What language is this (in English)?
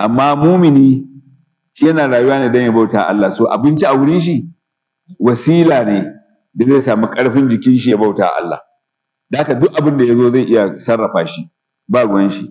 Hausa